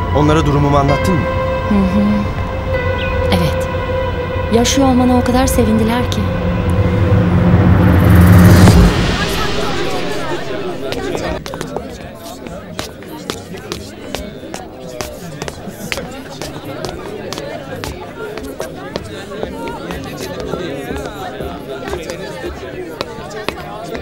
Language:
Turkish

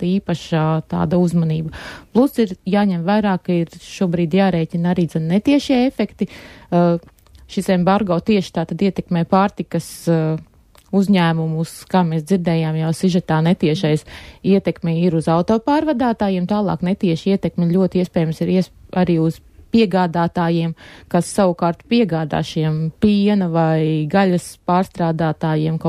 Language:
Latvian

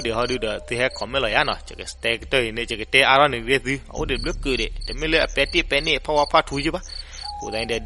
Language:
S'gaw Karen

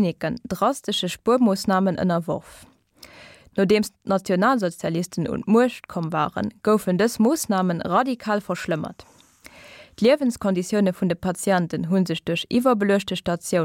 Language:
Luxembourgish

